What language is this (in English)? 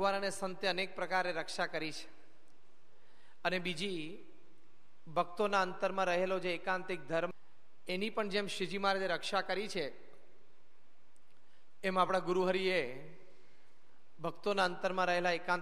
Gujarati